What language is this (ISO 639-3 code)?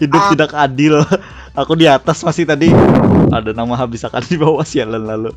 bjn